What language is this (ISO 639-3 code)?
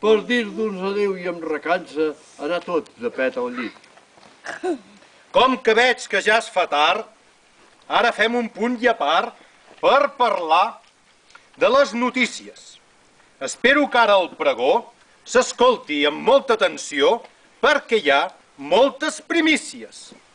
cat